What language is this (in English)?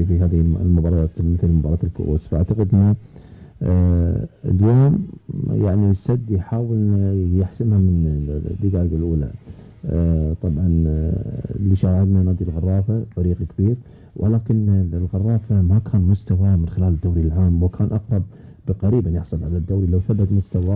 Gulf Arabic